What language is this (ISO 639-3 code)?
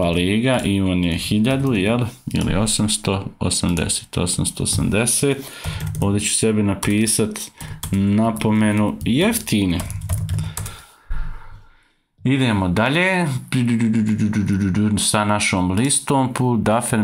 hrv